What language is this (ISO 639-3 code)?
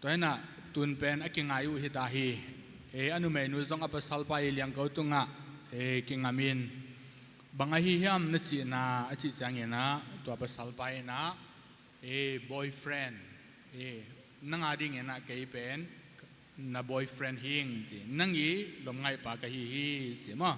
ctd